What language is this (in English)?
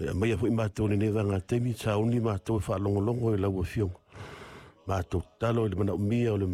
Samoan